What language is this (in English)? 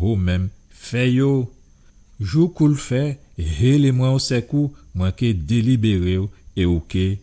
Guadeloupean Creole French